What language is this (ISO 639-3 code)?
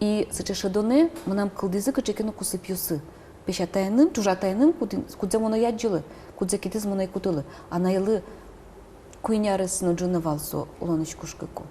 udm